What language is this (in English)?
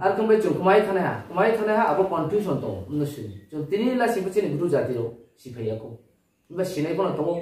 Riang (India)